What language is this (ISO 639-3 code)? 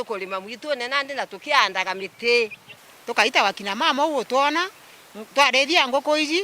mer